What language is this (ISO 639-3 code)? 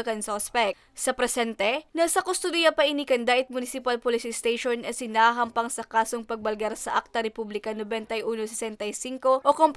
bik